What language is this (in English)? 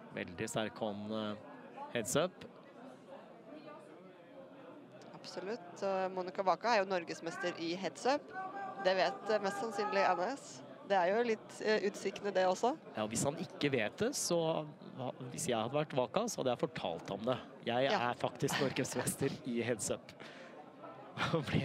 Norwegian